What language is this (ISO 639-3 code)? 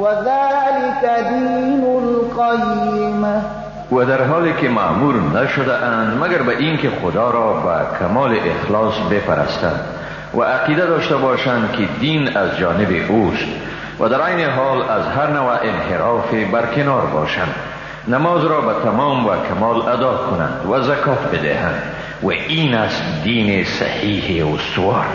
fas